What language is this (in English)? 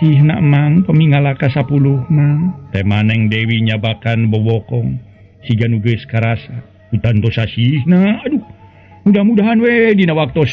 Sundanese